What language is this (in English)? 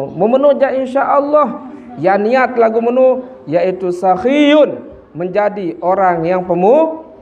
Sasak